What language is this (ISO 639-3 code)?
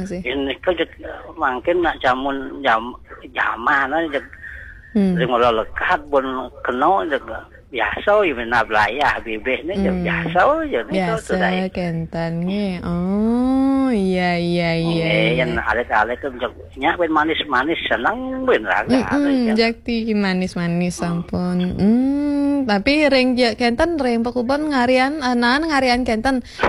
ban